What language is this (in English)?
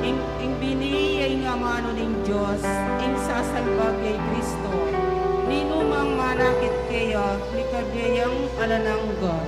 Pampanga